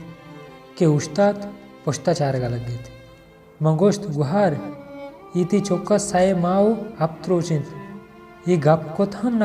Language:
Baluchi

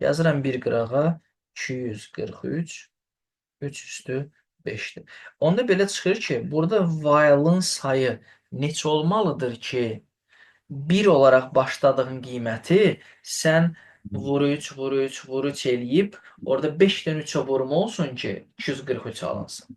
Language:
Azerbaijani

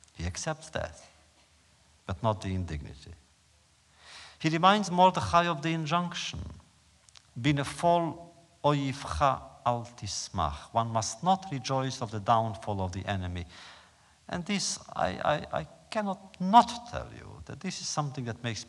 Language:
English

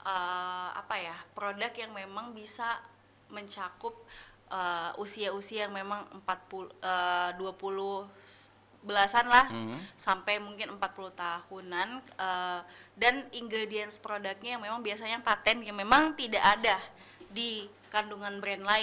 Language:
Indonesian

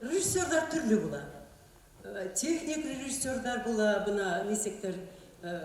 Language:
Bashkir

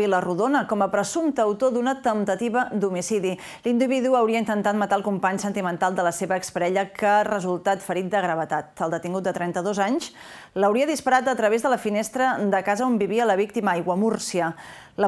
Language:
Catalan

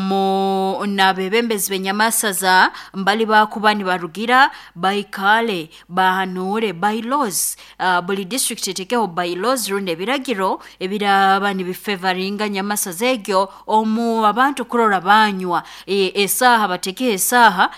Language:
Nyankole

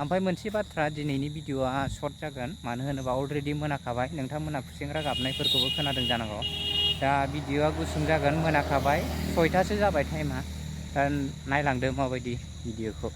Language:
Bodo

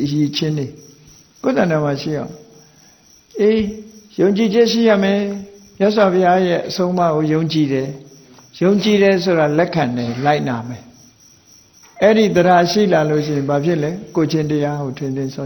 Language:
Burmese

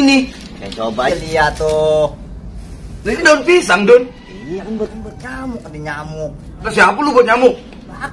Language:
Betawi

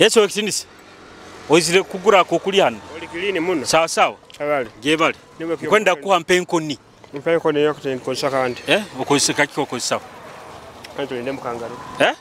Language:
Nyoro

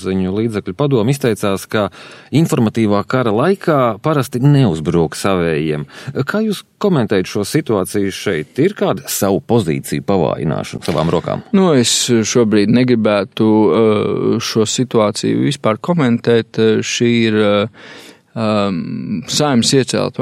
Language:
Latvian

